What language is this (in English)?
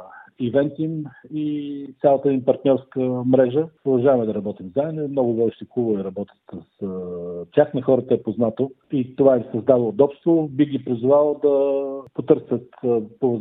Bulgarian